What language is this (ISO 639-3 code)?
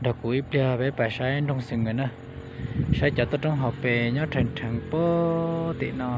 hmn